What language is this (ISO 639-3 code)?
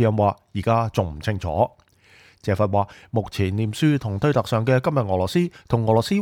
yue